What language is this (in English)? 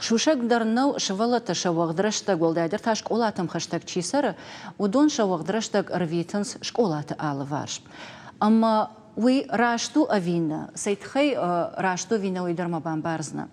Ossetic